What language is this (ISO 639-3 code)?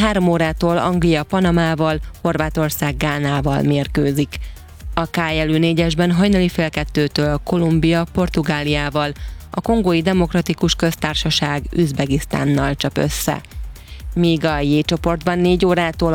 hun